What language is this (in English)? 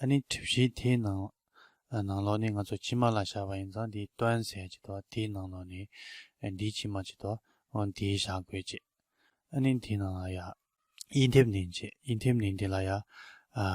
Tibetan